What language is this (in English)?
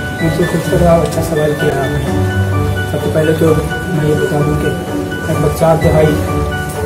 Urdu